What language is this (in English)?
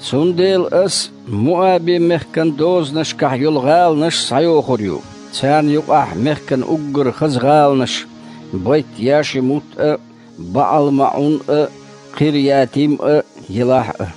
Chechen